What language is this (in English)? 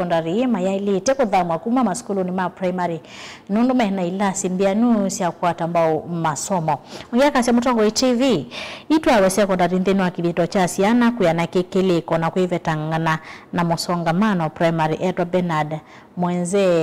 Kamba